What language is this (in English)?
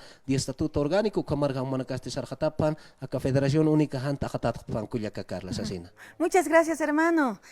Aymara